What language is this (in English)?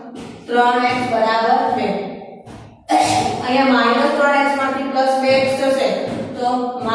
Gujarati